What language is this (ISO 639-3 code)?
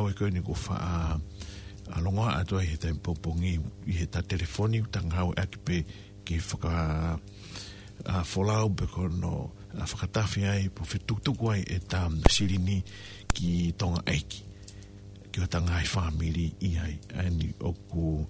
ton